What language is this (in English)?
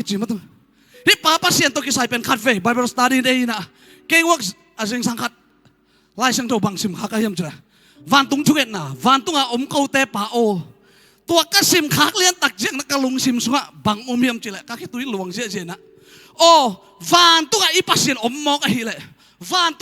Tedim Chin